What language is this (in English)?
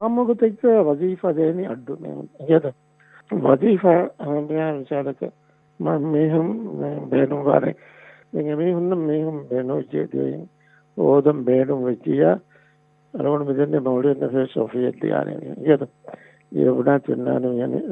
Divehi